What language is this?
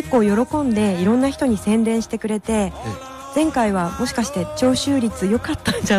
Japanese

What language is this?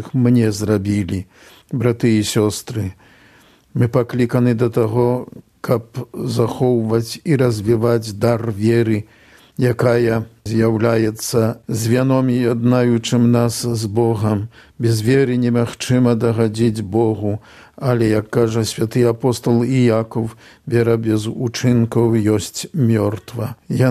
Belarusian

